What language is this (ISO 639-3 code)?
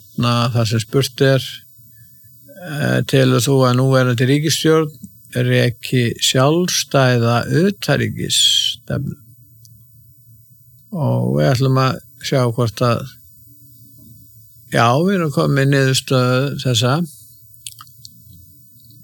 isl